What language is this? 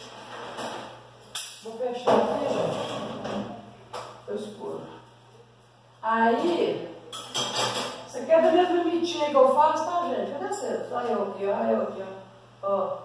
Portuguese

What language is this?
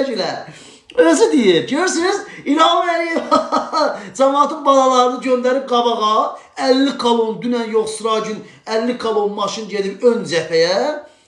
Azerbaijani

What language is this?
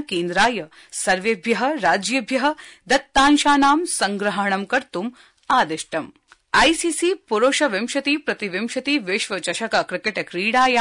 Sanskrit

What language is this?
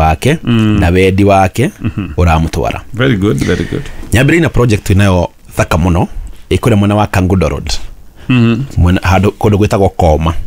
Kikuyu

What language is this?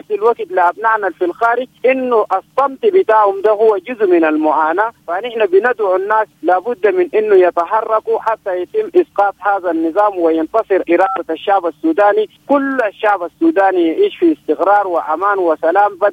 Sudanese Arabic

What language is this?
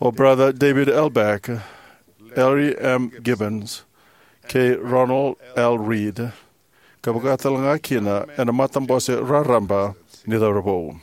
Fijian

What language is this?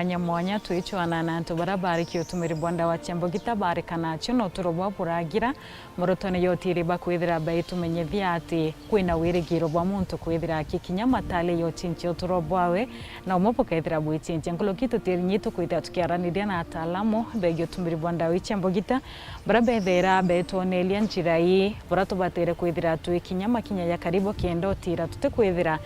Meru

